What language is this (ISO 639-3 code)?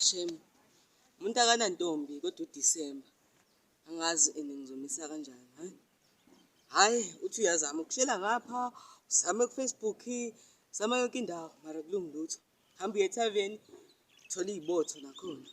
zul